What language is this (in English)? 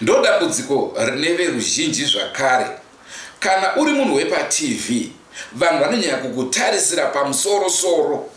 Shona